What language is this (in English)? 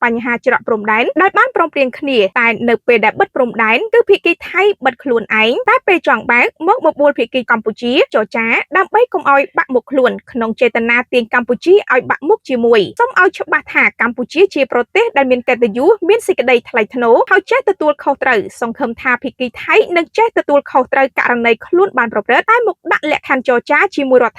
Khmer